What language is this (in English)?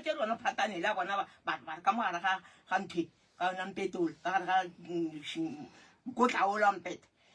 Northern Sotho